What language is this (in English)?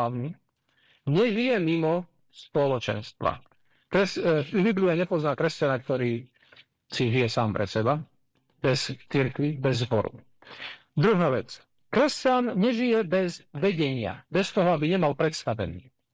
Slovak